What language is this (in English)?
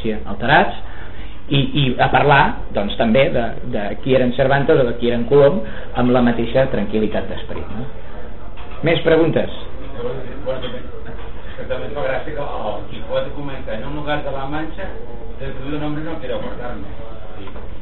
Catalan